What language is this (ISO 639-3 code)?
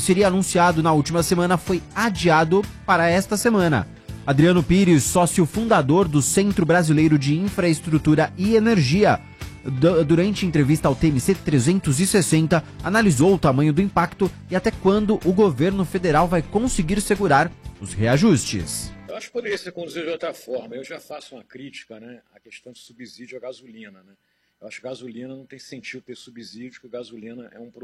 por